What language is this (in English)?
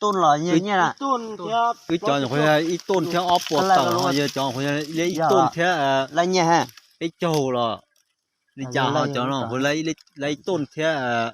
Hmong